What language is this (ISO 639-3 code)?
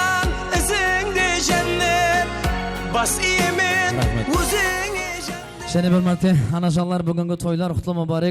kaa